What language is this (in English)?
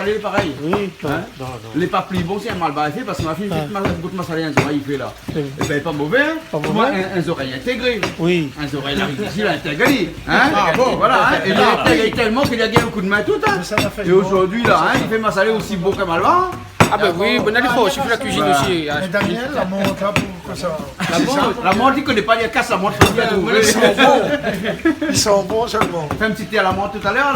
Réunion Creole French